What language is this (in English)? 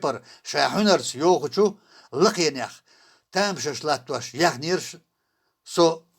Chechen